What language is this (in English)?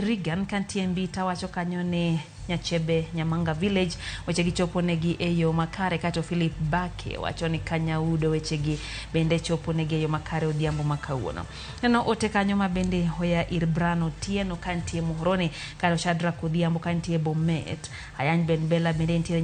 Luo (Kenya and Tanzania)